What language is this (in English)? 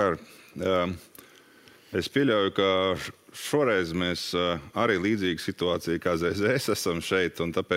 Latvian